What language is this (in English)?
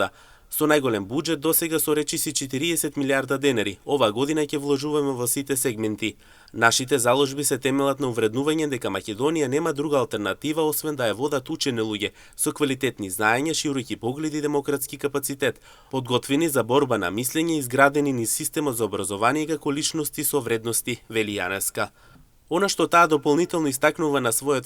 Macedonian